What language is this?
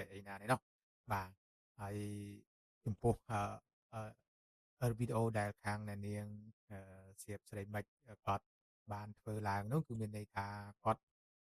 Khmer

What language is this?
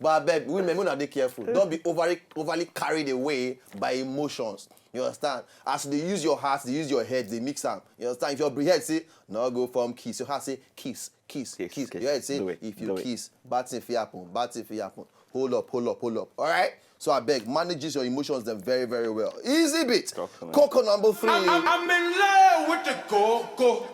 Nigerian Pidgin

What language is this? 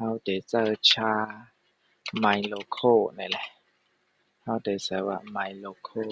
Shan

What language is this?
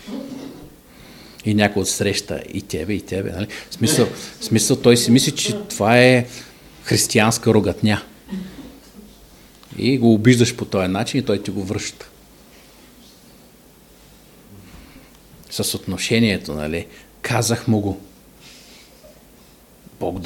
Bulgarian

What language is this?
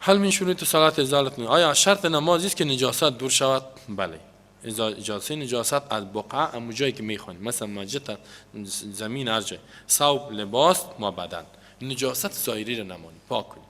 Persian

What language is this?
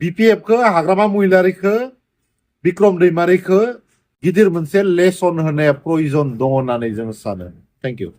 Bodo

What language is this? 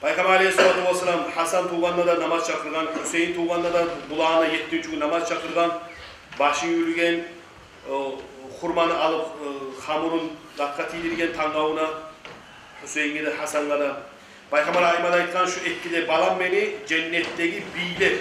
Kumyk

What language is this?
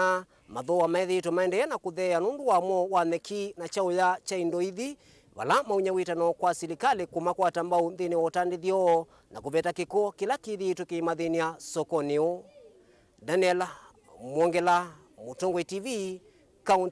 Kamba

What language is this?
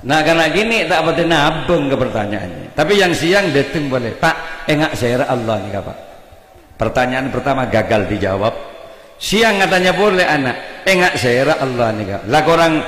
Madurese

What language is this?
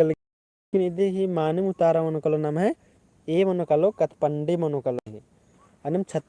Kurukh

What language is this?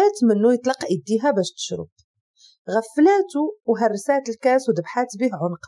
Moroccan Arabic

